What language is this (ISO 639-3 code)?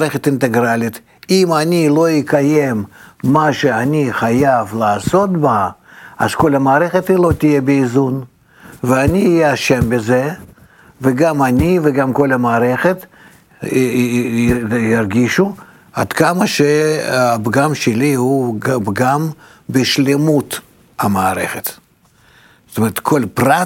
heb